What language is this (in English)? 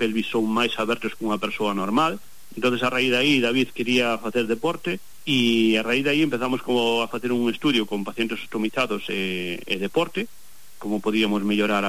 Galician